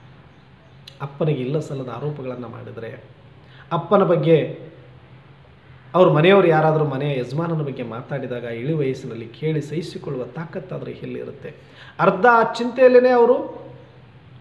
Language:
Kannada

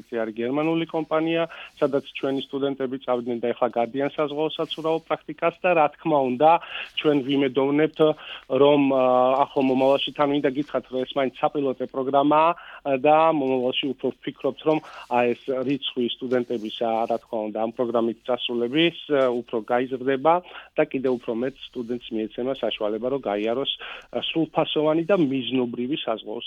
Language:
Georgian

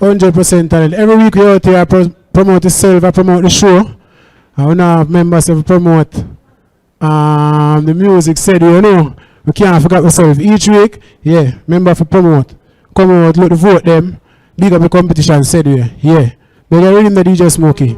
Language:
Jamaican Creole English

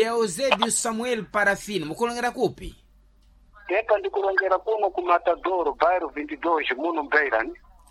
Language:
Sena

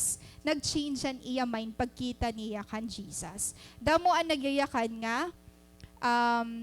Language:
Waray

